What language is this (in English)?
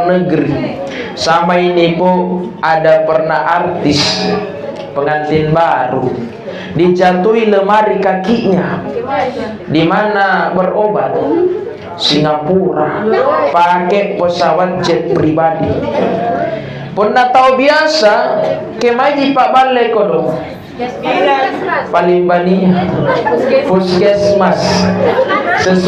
Indonesian